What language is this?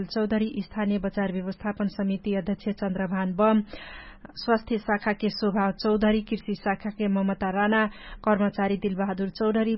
Dangaura Tharu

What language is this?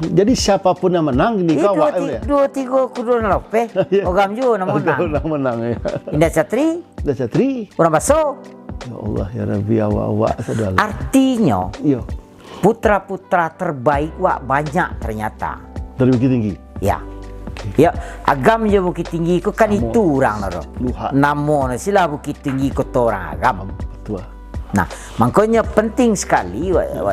Minangkabau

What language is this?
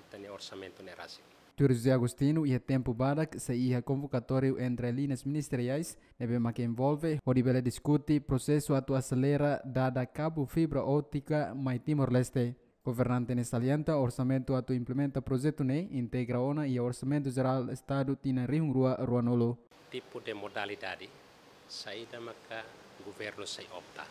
Tetum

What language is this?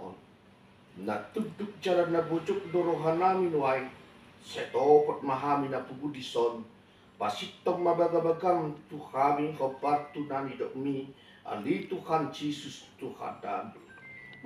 Batak Toba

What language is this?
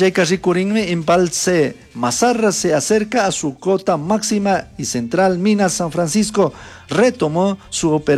Chimborazo Highland Quichua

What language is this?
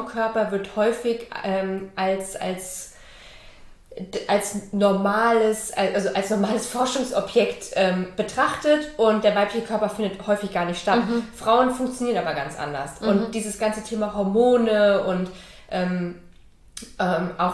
German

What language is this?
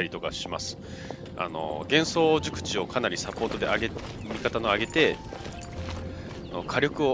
Japanese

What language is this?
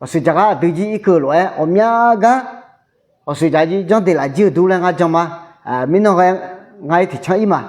Akha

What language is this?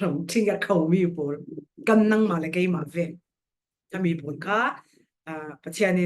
Falam Chin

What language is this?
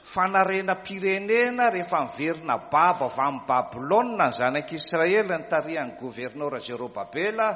Malagasy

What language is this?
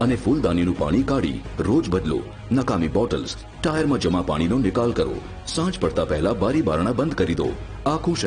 Gujarati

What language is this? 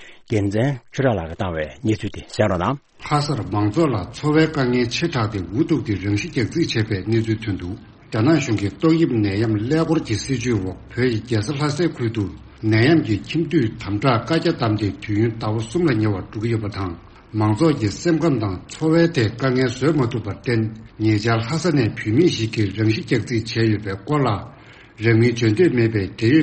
Tibetan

